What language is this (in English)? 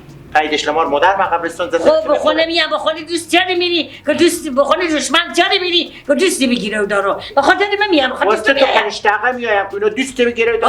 Persian